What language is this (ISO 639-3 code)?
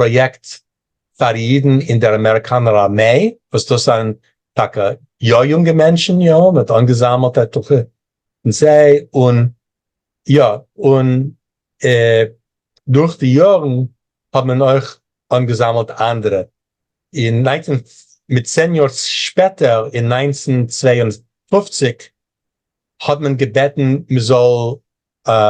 yid